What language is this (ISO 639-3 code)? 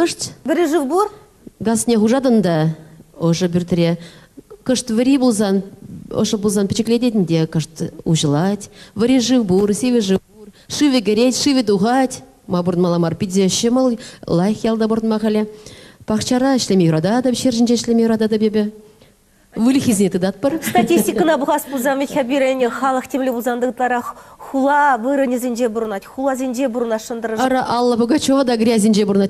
chv